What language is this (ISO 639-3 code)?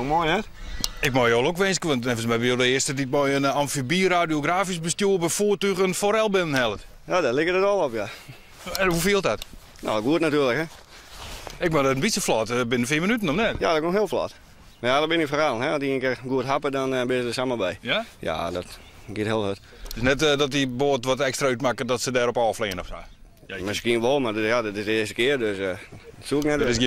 fry